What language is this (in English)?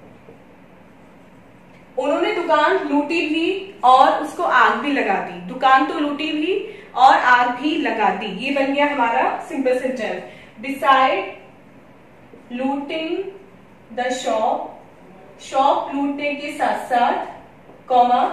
Hindi